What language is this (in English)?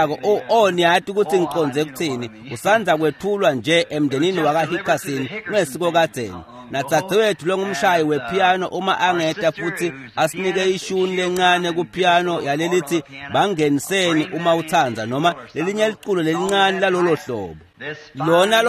Swati